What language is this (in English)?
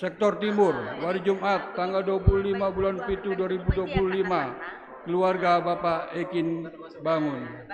Batak Karo